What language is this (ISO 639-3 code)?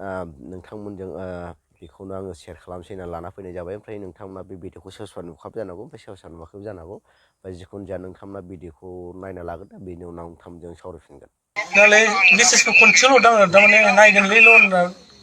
brx